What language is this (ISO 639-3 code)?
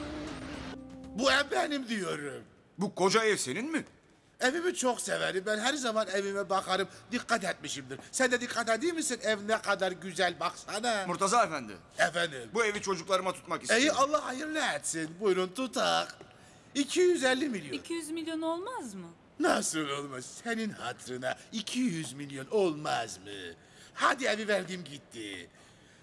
tur